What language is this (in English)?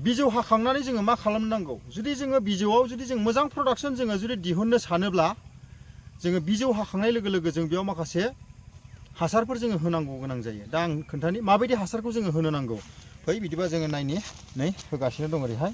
Bodo